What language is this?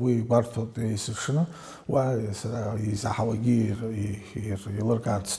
Abkhazian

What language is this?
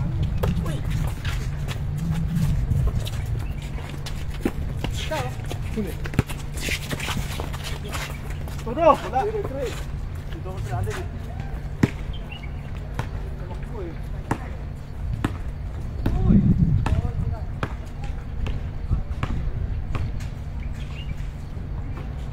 Filipino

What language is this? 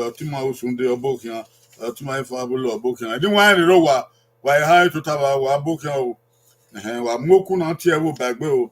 Bini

